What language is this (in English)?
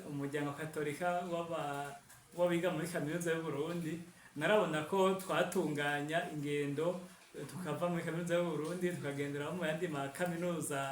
Rundi